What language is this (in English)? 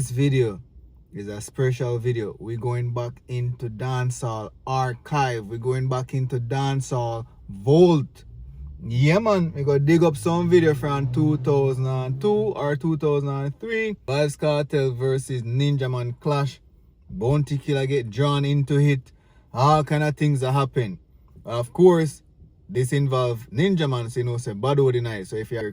Jamaican Creole English